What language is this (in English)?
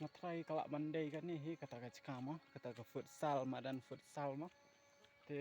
Khasi